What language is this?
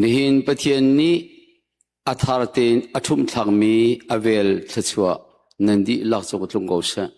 Hakha Chin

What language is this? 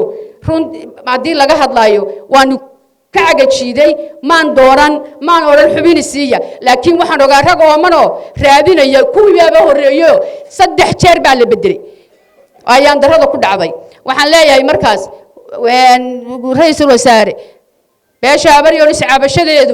Somali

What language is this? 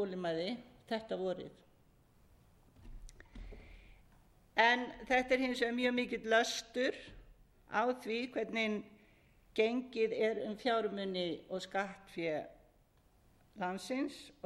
Icelandic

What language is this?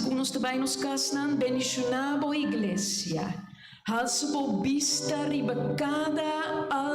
Papiamento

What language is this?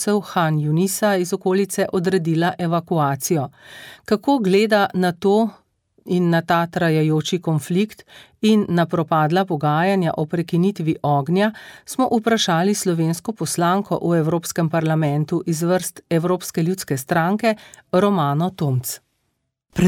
Slovenian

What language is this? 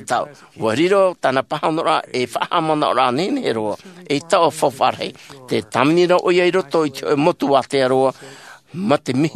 Tahitian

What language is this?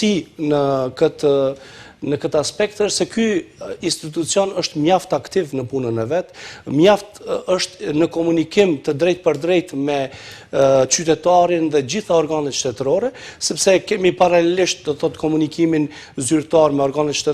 Albanian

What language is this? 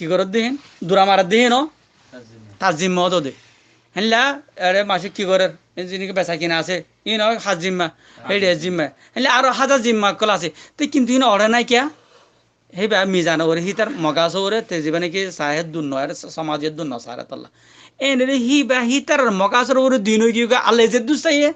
Rohingya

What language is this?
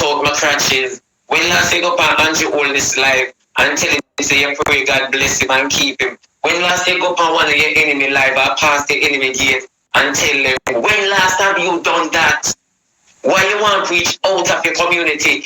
Jamaican Creole English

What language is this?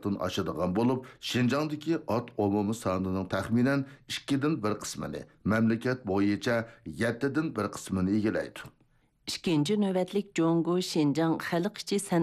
Uyghur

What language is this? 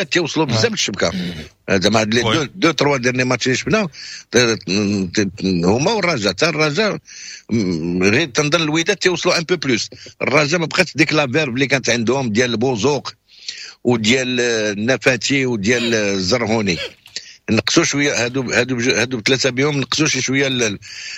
Moroccan Arabic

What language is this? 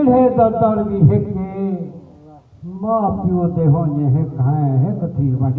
Saraiki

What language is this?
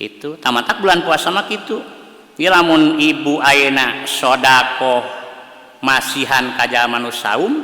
Sundanese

